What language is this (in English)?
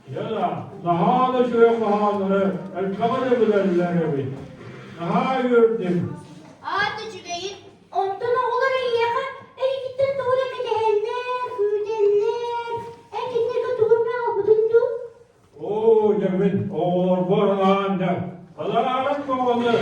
Yakut